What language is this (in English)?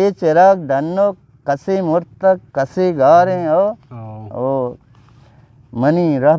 Eastern Balochi